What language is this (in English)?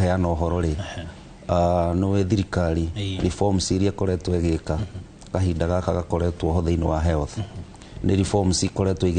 Kikuyu